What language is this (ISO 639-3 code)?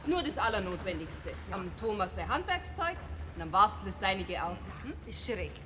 bar